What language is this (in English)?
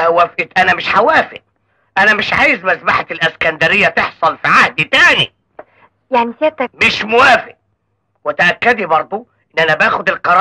Egyptian Arabic